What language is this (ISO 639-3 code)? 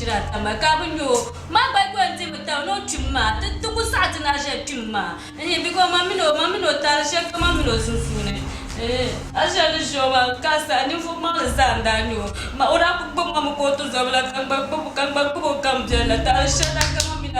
dag